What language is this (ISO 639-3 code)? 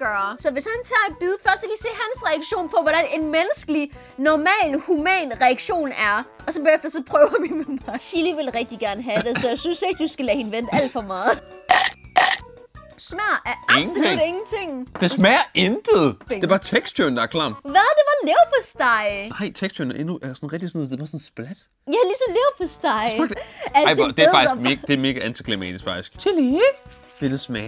dan